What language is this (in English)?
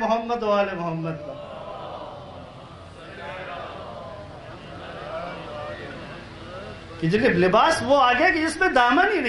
Urdu